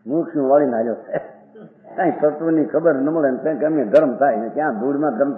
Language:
Gujarati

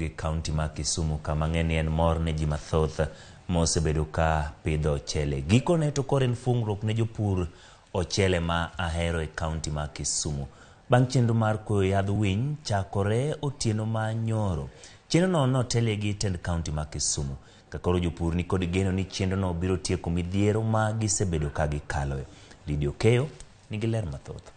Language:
Luo (Kenya and Tanzania)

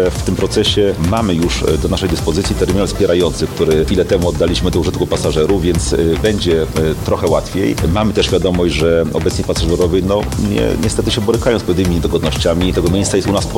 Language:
Polish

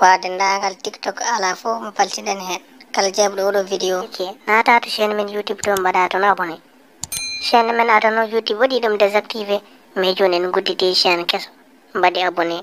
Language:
Fula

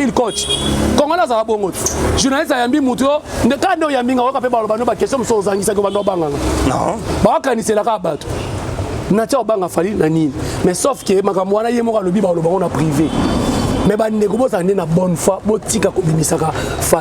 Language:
Lingala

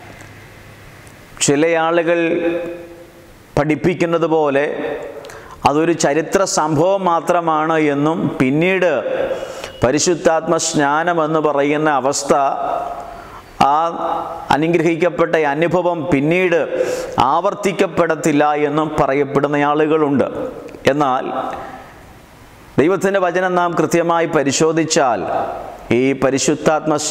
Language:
Malayalam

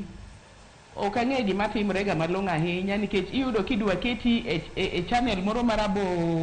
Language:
Luo (Kenya and Tanzania)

